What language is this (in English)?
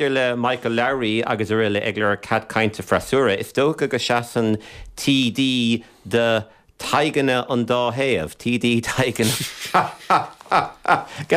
Irish